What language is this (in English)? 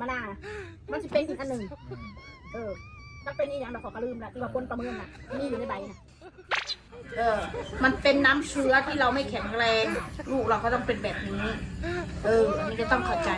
Lao